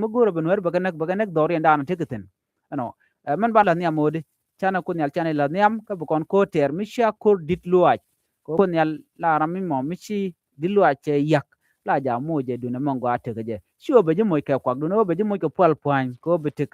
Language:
Nuer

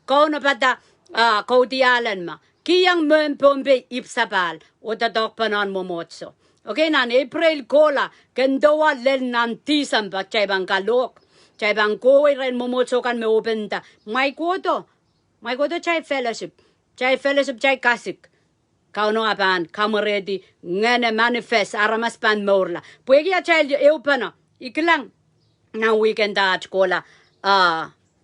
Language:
Pohnpeian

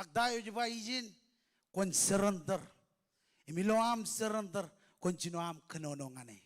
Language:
Marshallese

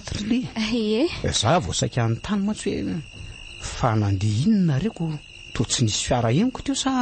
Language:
Malagasy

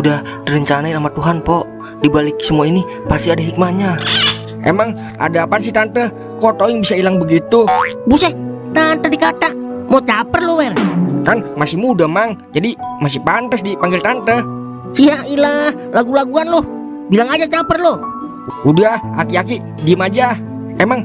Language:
Betawi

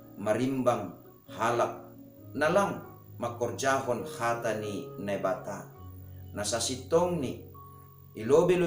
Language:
Batak Simalungun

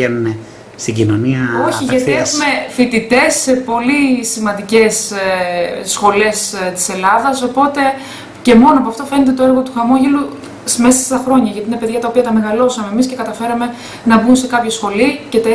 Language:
Greek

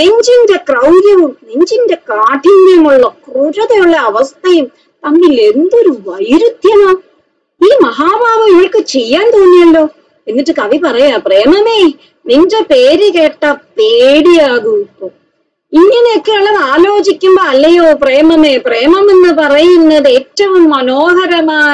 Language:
Malayalam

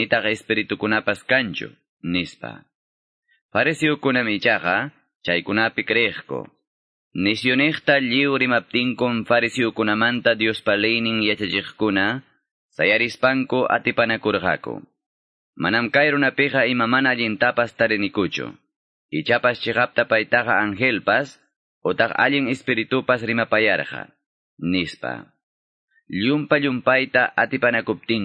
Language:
Quechua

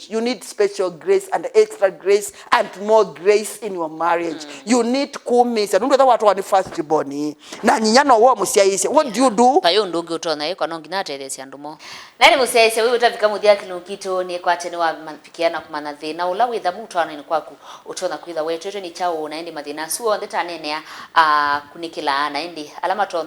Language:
Kamba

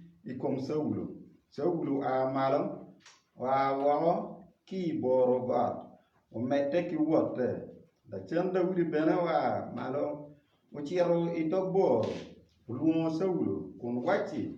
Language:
Acoli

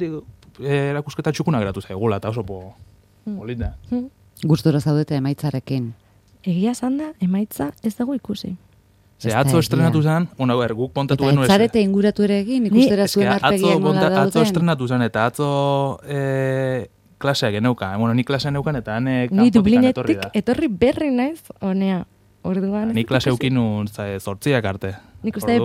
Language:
Basque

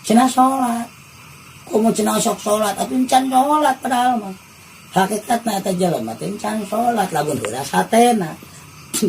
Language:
Sundanese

